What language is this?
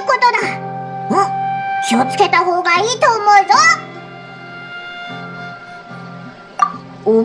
Japanese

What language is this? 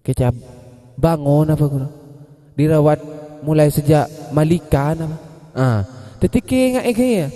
Madurese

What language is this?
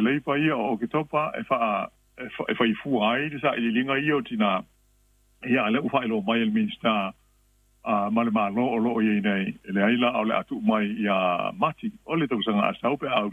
Samoan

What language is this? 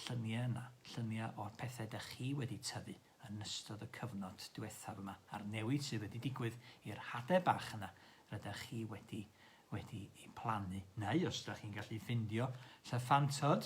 Welsh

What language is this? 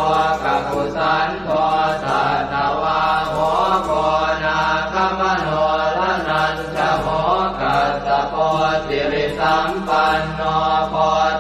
Pali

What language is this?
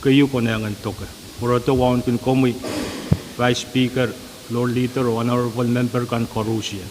Pohnpeian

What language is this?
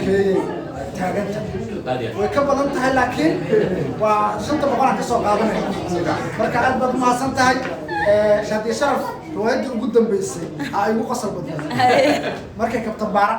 Somali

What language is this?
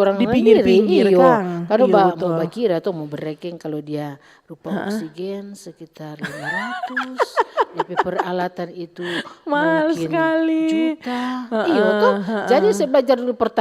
Manado Malay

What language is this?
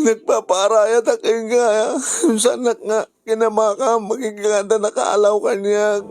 Iloko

